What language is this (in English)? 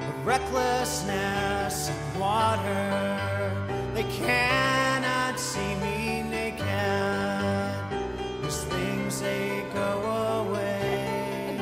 Western Frisian